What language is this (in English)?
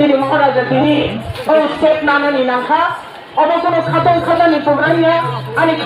Kok Borok